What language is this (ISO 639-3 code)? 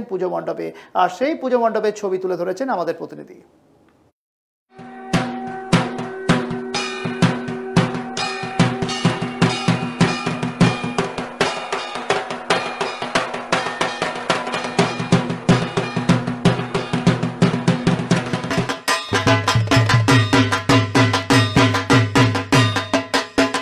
ben